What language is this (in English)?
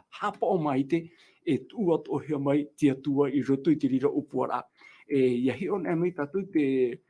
Tahitian